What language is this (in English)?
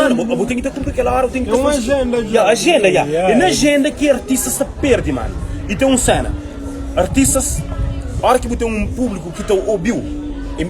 Kabuverdianu